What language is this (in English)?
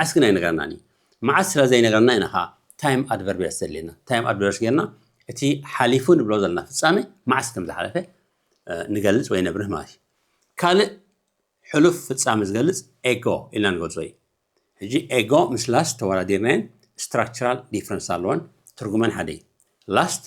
Tigrinya